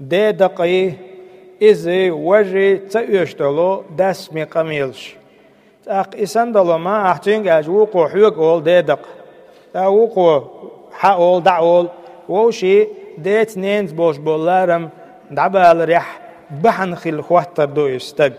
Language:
Chechen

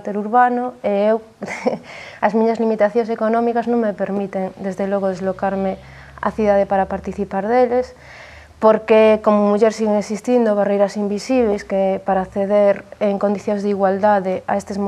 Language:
Galician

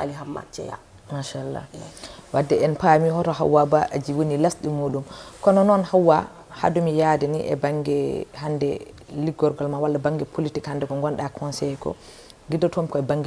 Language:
Fula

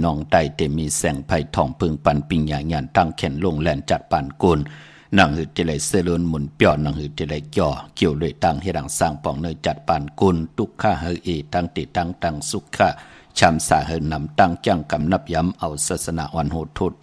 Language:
Shan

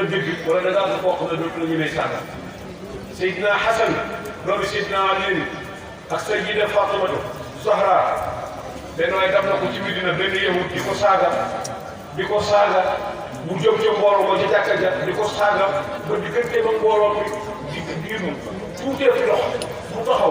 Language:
Wolof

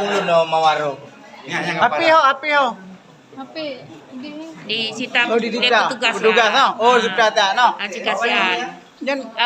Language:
Achinese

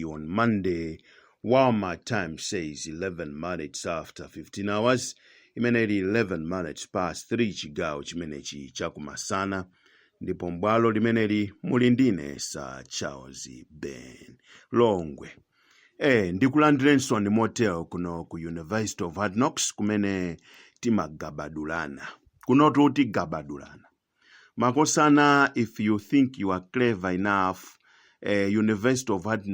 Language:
Nyanja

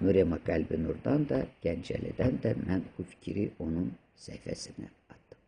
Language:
Azerbaijani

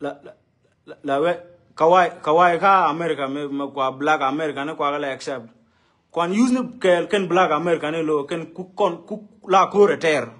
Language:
Nuer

